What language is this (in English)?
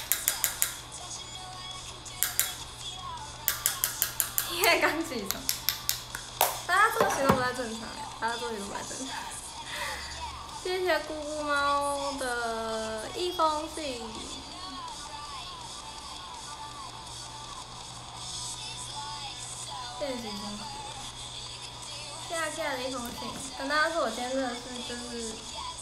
Chinese